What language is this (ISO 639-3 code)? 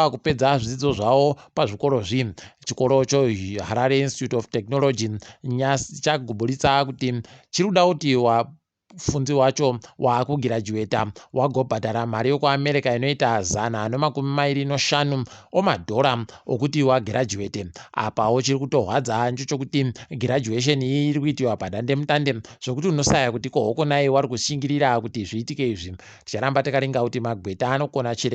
ndc